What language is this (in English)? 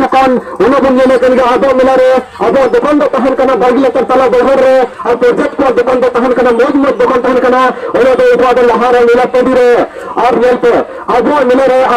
Santali